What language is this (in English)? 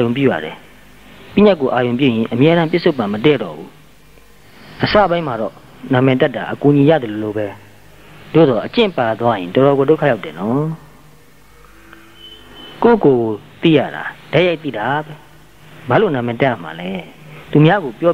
Burmese